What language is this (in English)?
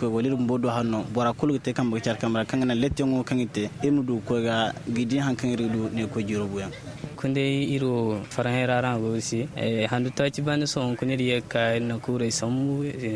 Zarma